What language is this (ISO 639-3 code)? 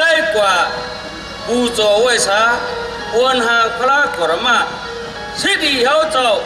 shn